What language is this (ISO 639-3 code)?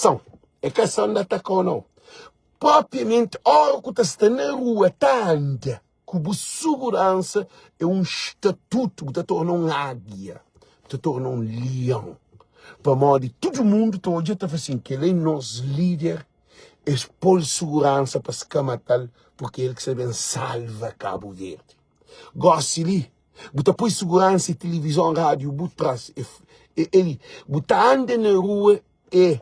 kea